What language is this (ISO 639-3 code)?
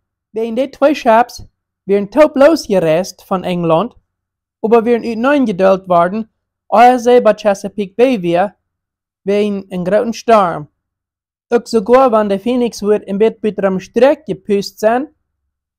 pdt